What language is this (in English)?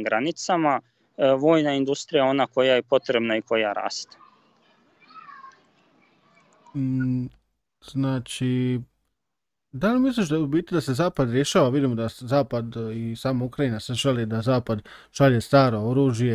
Serbian